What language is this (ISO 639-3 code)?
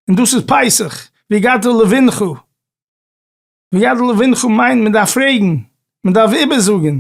yid